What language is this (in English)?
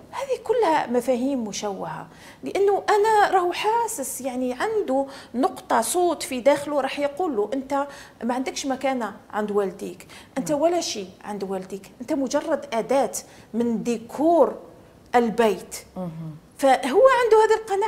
Algerian Arabic